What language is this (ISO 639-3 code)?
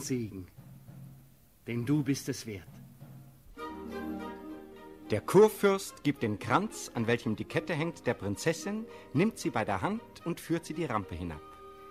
deu